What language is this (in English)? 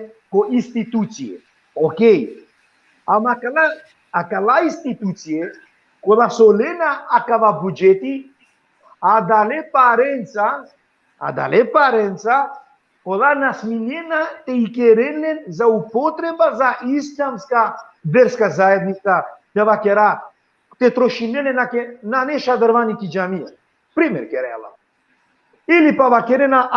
Balkan Romani